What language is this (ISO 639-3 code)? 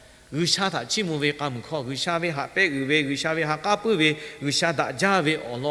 lhu